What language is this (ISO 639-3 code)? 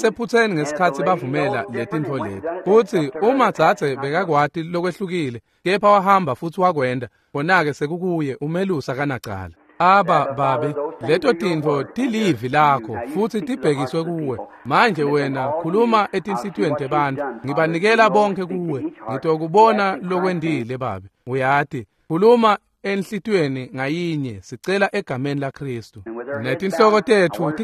ssw